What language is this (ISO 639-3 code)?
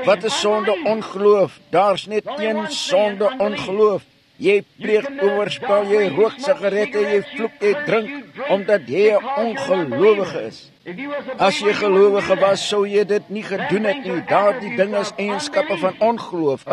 afr